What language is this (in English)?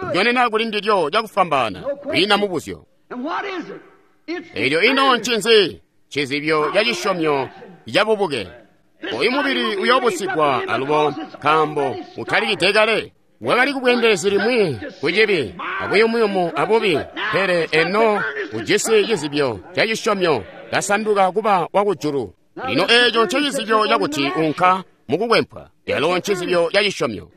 Tonga (Zambia)